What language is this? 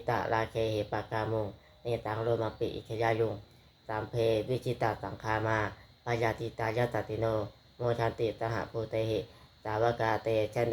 Pali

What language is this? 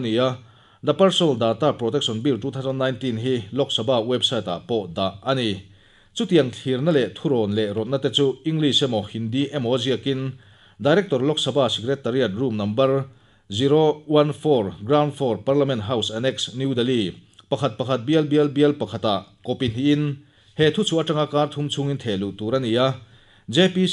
Mizo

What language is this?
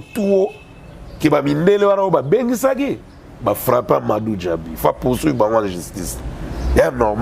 Lingala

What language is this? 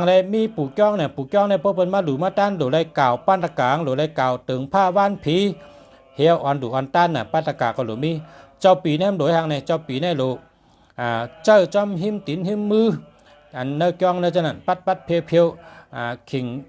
Shan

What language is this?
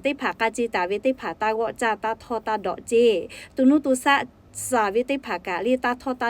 Lahu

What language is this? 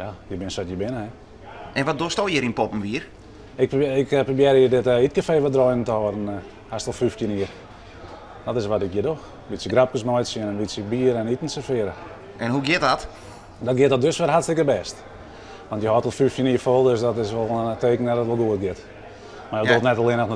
Western Frisian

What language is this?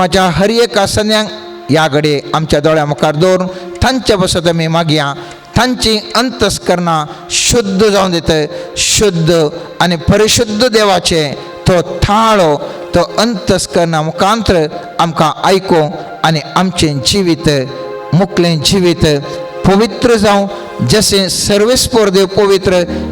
Konkani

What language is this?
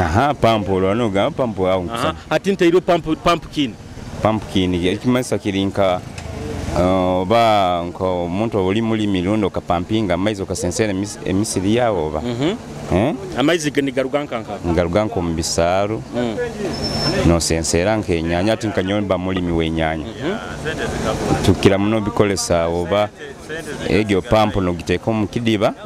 Nyoro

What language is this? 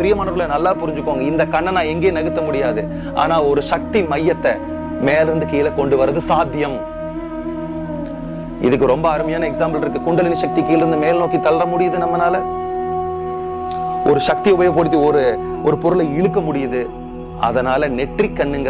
Tamil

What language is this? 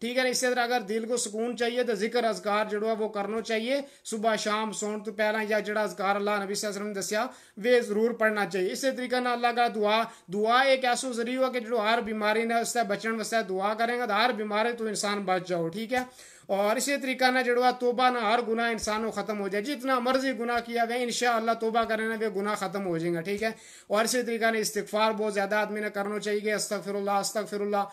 Gujari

